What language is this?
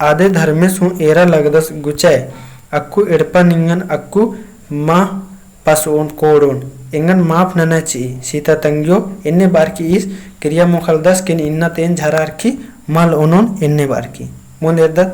Kurukh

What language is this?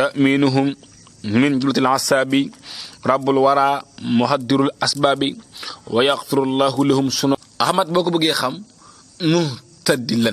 Wolof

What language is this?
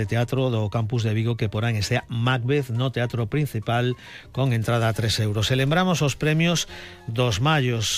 Galician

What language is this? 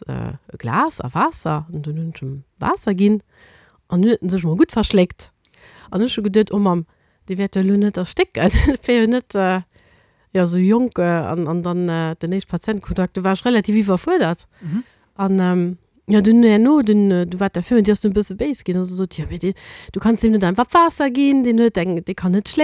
Luxembourgish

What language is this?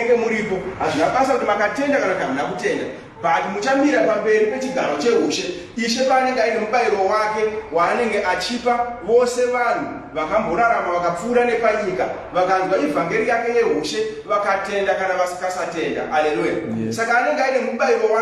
Shona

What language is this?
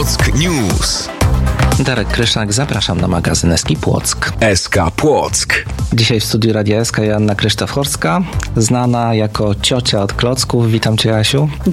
Polish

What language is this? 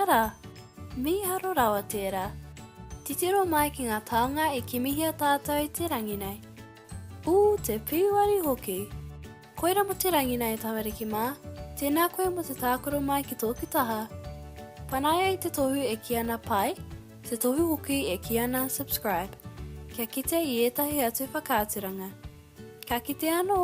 Māori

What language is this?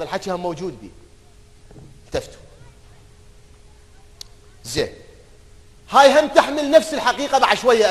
Mesopotamian Arabic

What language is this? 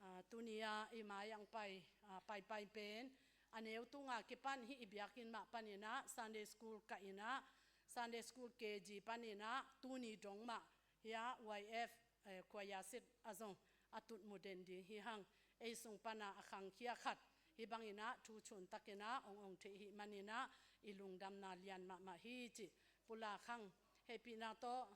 Tedim Chin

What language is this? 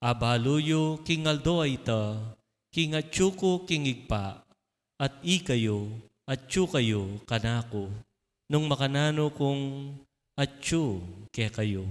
Pampanga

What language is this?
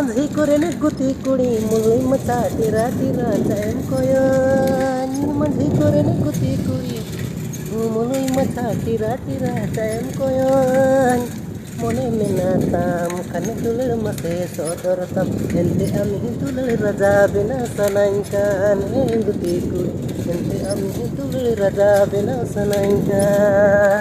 Santali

